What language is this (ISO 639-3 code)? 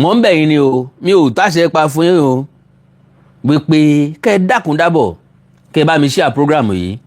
yor